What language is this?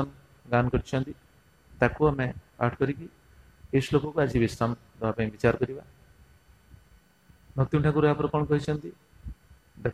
Odia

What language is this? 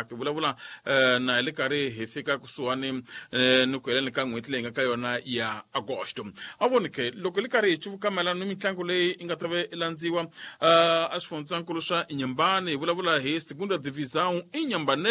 Tsonga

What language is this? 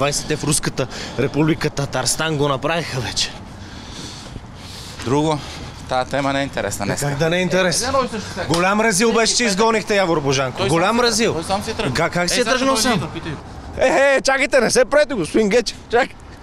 Bulgarian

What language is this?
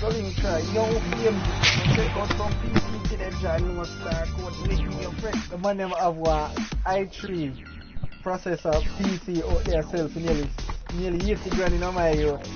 Jamaican Creole English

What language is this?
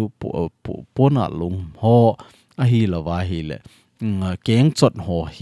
Thado Chin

